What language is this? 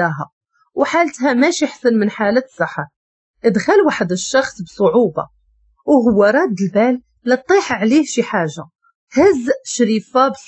Moroccan Arabic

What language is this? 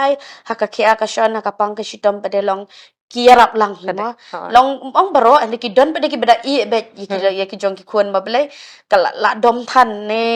Khasi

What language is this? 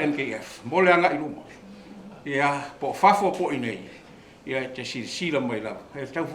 Samoan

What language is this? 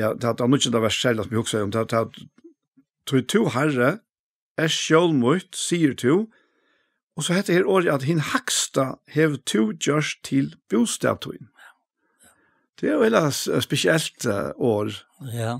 Faroese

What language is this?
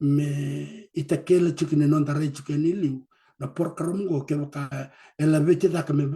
Fijian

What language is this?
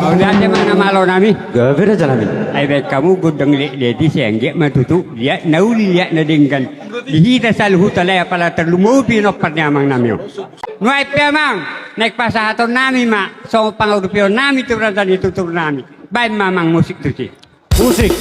Batak Toba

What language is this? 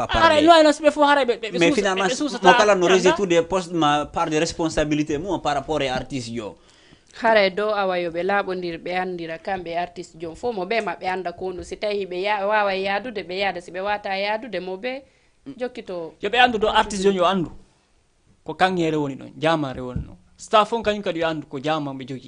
Fula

